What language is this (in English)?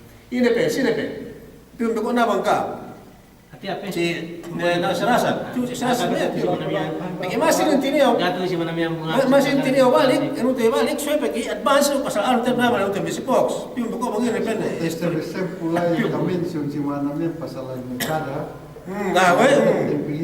Yakan